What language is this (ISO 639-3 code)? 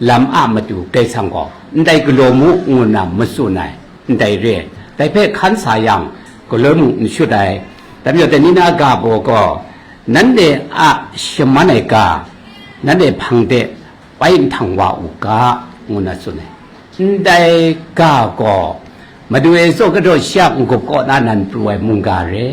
kac